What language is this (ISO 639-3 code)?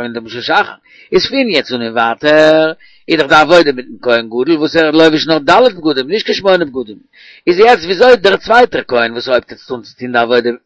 yid